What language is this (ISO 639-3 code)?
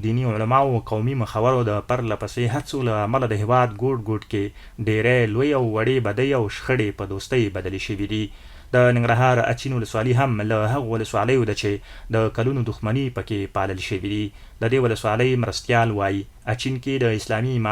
pus